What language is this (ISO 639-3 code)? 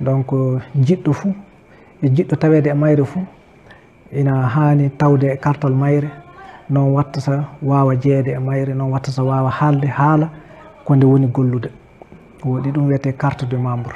ful